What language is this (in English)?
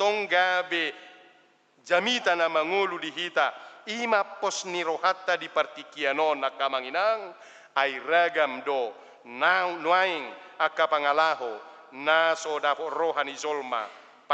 Batak Toba